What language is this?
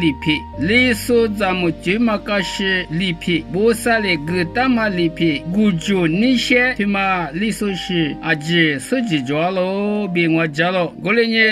Lisu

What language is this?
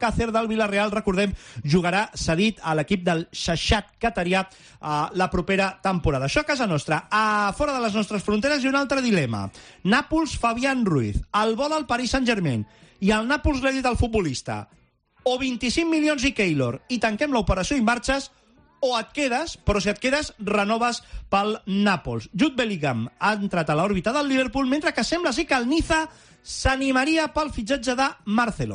Catalan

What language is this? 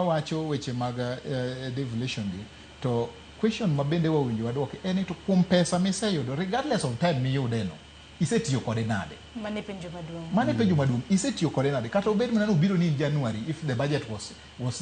Luo (Kenya and Tanzania)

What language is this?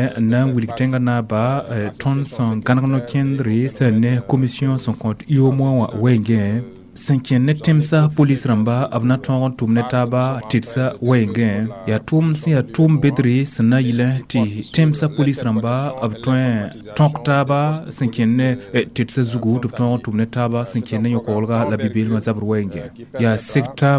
Mossi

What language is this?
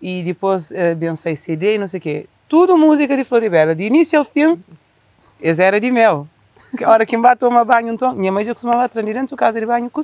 Kabuverdianu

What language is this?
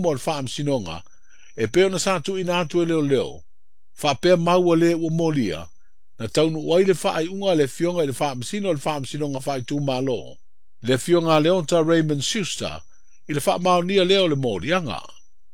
Samoan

